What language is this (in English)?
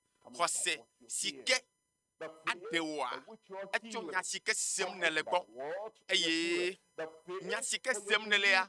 Ewe